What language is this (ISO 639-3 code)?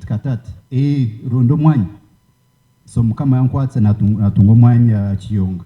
nyn